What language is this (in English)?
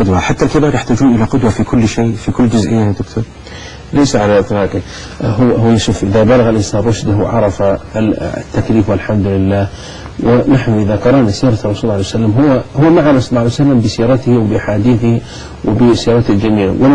Arabic